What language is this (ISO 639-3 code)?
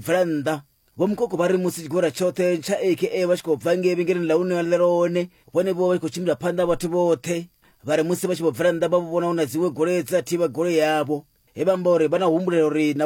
ven